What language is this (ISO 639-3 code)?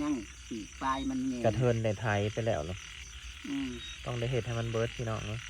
tts